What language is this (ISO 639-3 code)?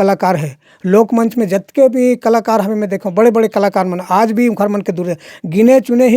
hne